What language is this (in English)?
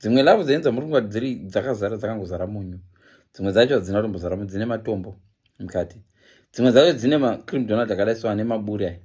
Shona